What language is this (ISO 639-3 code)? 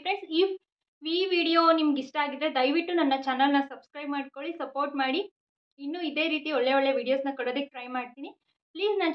kan